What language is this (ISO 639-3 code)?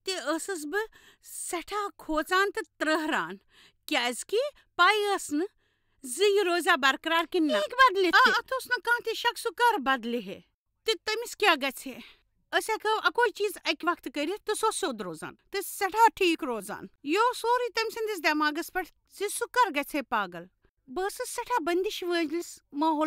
kas